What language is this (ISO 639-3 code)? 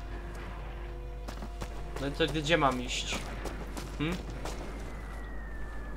pol